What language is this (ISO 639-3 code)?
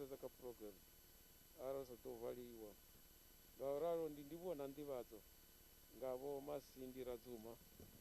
ven